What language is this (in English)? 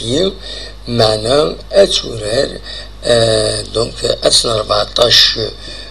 Kabyle